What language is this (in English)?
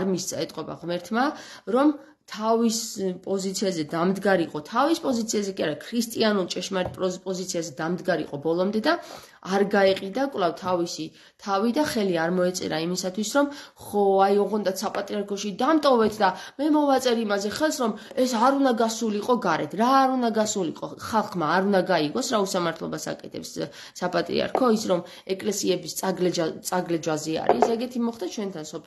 Georgian